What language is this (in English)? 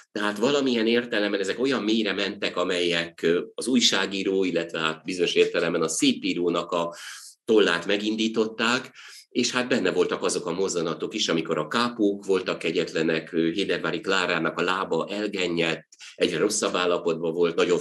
Hungarian